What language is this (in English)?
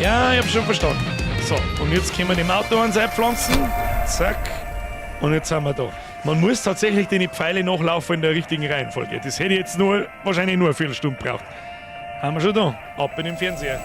Bavarian